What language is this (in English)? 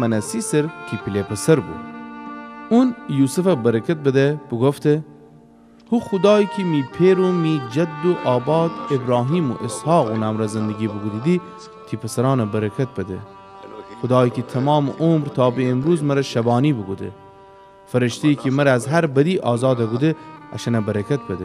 Gilaki